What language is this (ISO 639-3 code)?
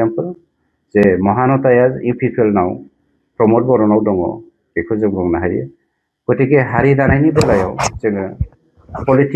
brx